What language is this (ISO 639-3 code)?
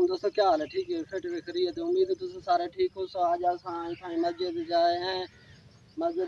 skr